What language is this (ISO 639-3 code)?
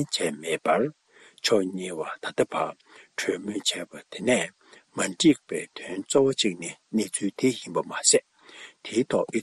bod